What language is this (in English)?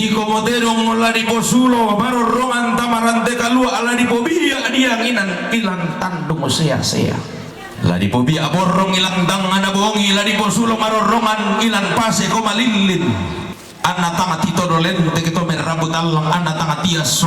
Toraja-Sa'dan